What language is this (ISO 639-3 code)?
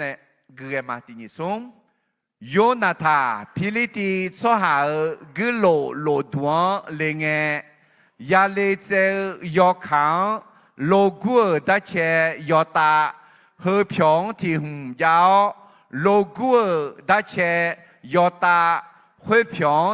ahk